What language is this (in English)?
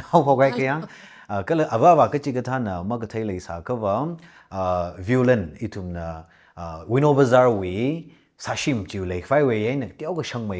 Tangkhul Naga (India)